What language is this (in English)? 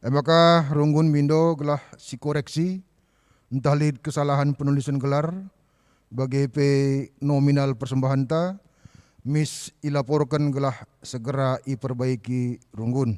Batak Karo